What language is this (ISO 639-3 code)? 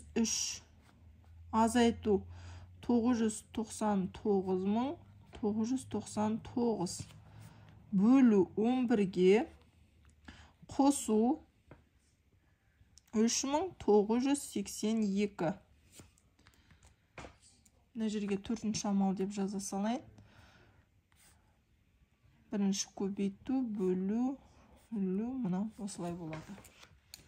kaz